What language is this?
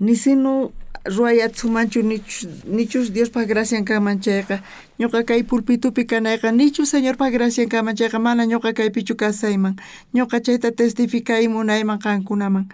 South Bolivian Quechua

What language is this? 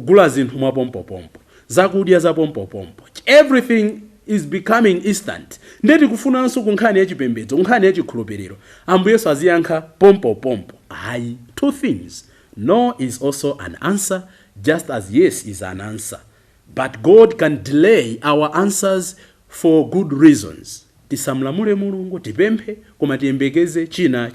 Nyanja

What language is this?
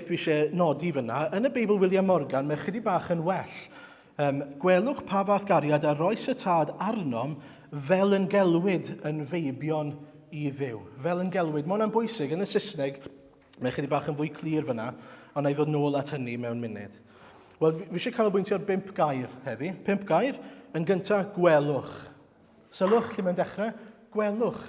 Welsh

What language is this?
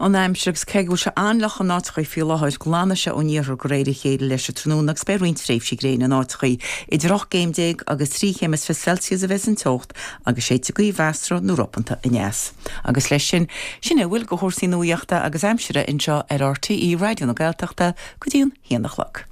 Irish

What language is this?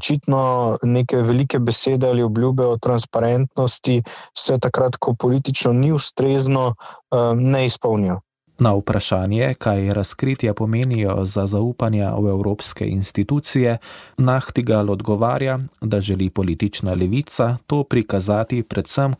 Slovenian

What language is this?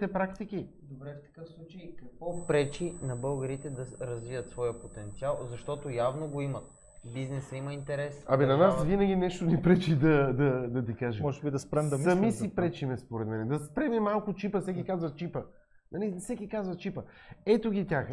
Bulgarian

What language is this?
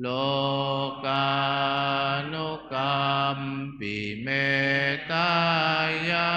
Pali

